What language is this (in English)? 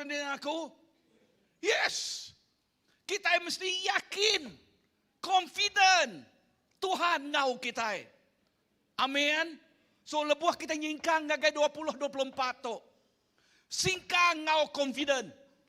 Iban